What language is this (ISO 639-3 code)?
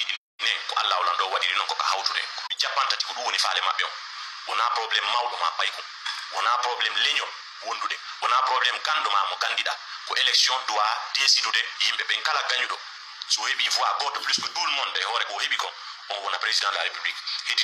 ful